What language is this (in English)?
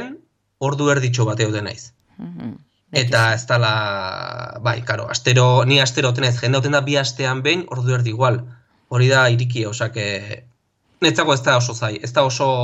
Basque